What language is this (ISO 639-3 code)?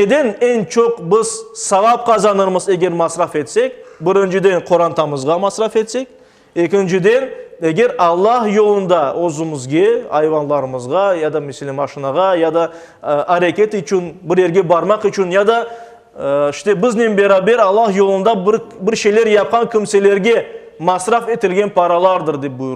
crh